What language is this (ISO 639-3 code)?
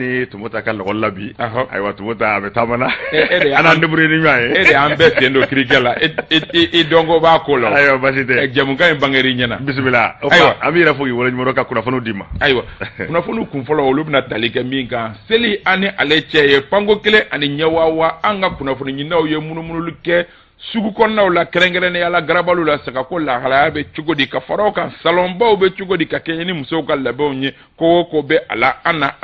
bam